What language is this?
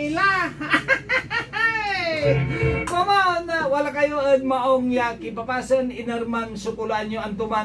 Pangasinan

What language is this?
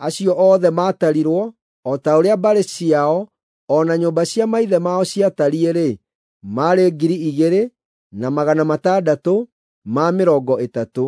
Kikuyu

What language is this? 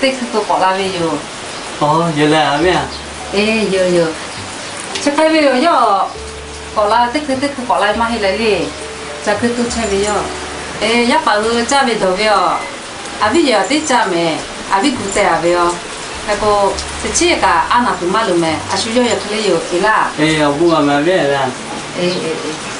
Lahu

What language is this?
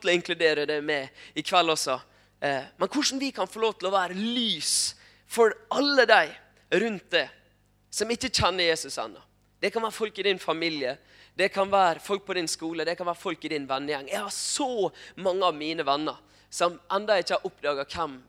Norwegian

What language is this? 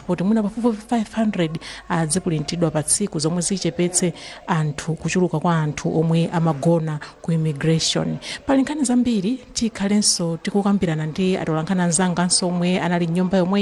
Nyanja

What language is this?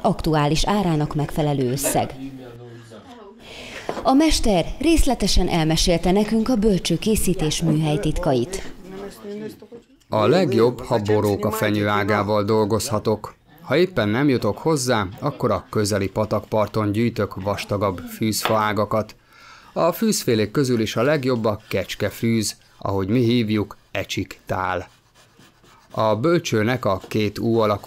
Hungarian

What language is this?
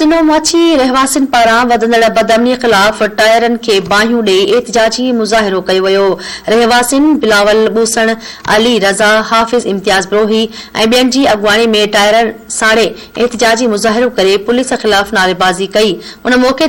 Sindhi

